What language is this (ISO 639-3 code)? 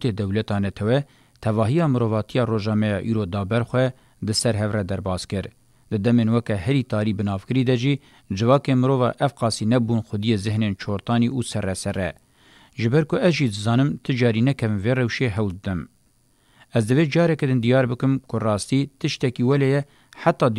kur